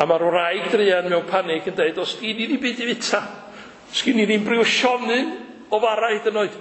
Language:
Welsh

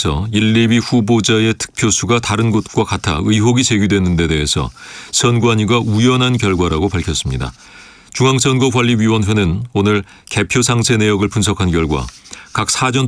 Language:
Korean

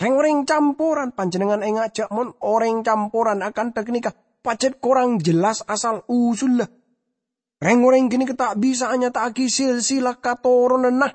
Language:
Madurese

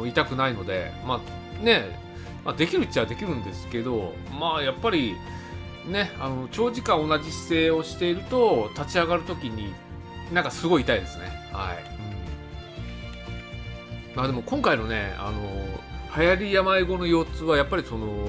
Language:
Japanese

